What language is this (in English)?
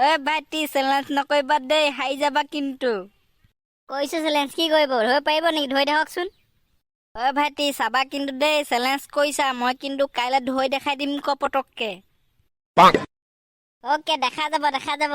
Assamese